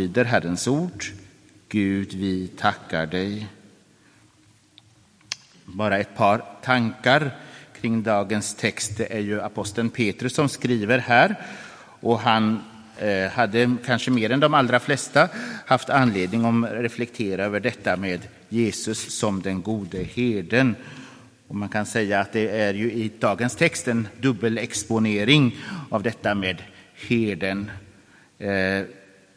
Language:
Swedish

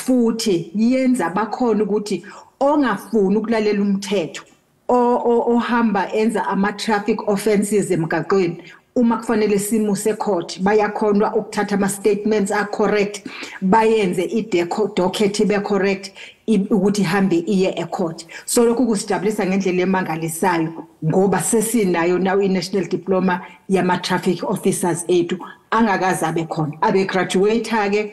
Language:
Zulu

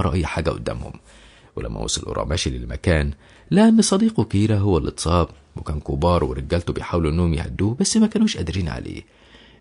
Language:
Egyptian Arabic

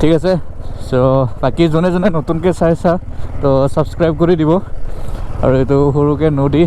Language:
Assamese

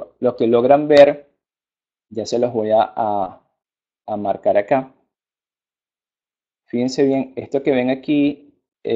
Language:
Spanish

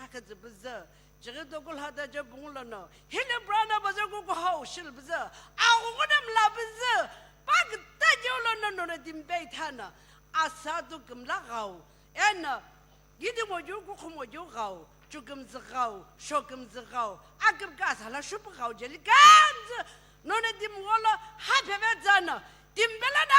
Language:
Sumi Naga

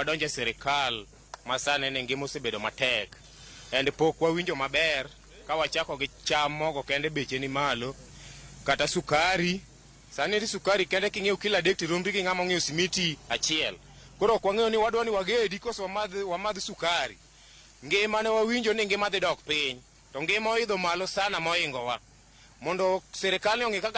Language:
Luo (Kenya and Tanzania)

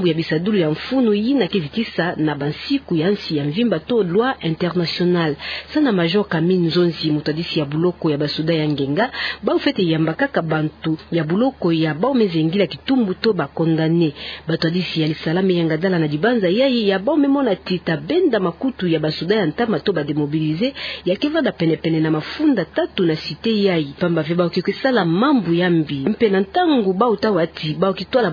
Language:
Kituba (Democratic Republic of Congo)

